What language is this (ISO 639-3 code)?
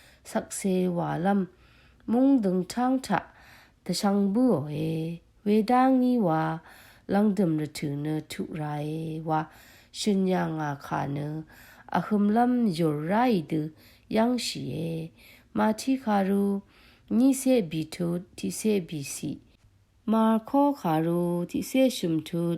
raw